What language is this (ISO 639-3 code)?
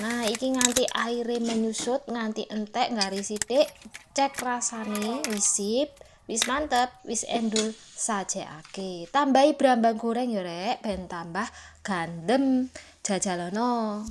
jav